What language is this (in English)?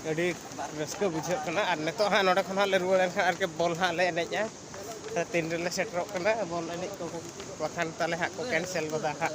Santali